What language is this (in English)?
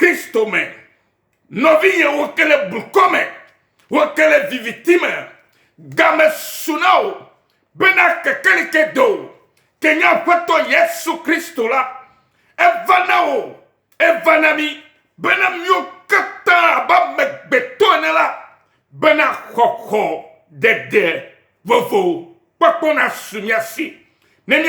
Ewe